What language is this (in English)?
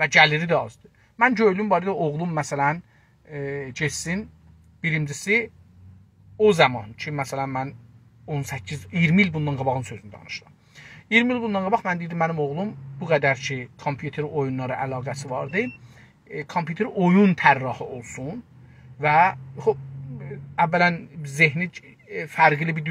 South Azerbaijani